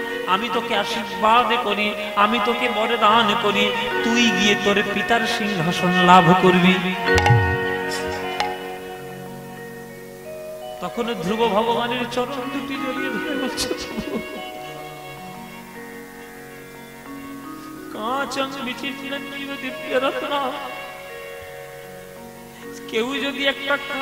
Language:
Bangla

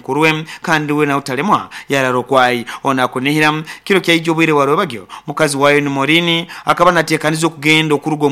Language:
Nyoro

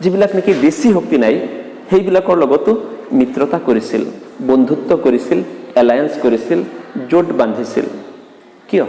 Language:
Assamese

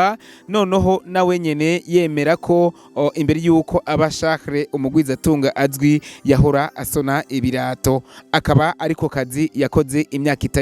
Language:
Rundi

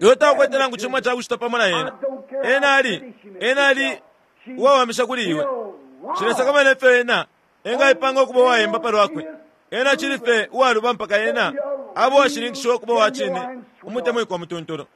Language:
Bemba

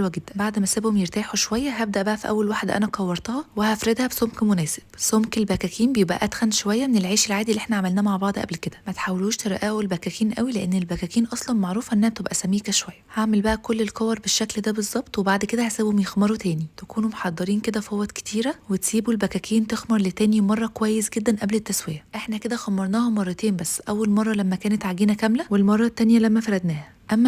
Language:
Egyptian Arabic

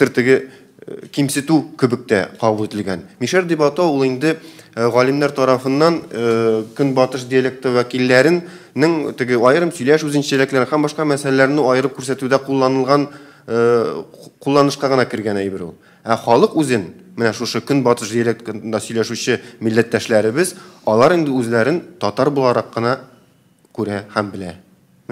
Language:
Tatar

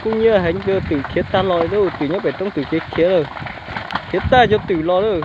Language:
Hmong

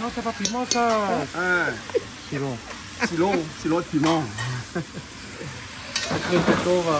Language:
Réunion Creole French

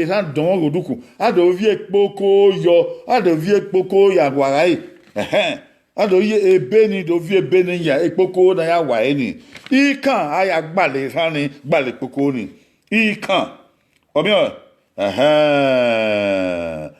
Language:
Bini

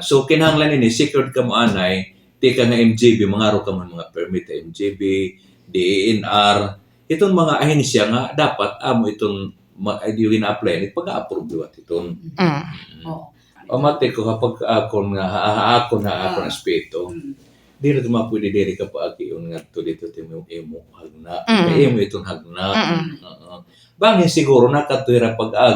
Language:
Waray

